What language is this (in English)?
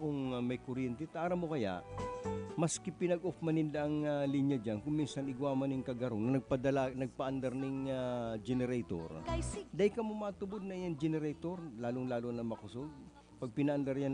Bikol